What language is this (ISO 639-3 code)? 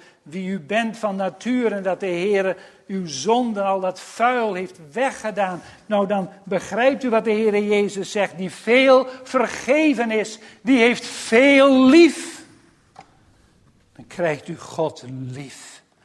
nld